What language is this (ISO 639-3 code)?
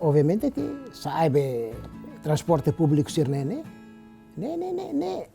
tet